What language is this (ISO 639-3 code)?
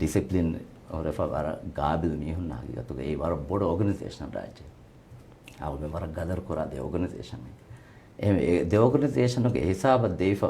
div